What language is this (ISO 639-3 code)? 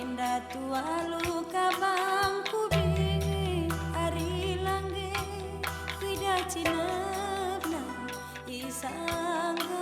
btx